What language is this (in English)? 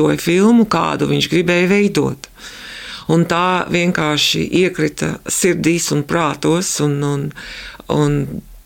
Latvian